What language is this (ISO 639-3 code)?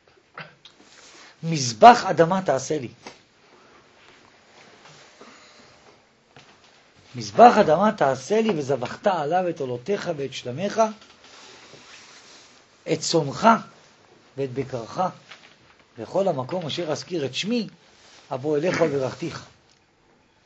heb